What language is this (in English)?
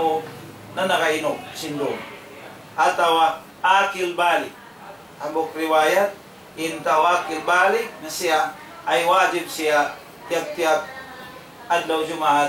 Tausug